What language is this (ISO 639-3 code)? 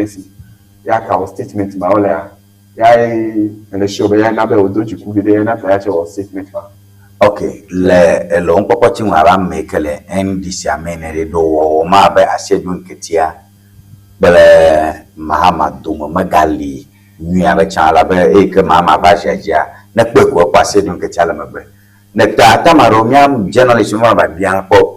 ewe